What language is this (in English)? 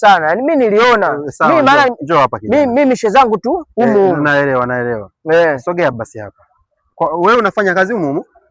Swahili